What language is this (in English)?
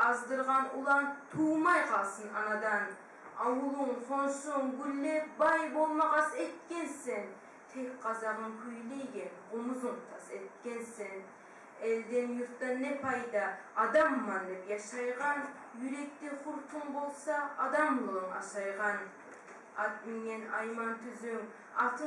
Kumyk